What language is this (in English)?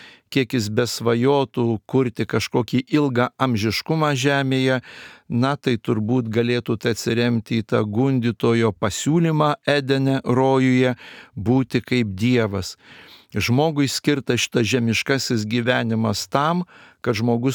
Lithuanian